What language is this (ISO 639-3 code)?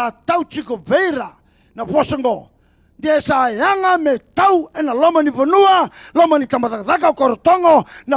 fij